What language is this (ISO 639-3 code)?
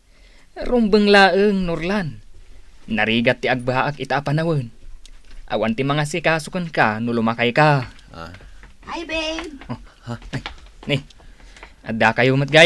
ilo